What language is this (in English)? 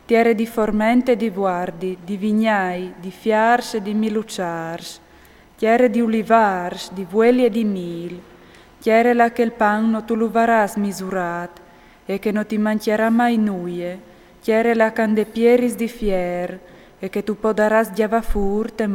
Friulian